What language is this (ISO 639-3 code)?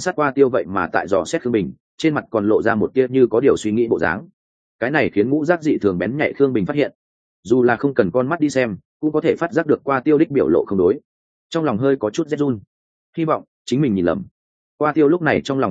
vie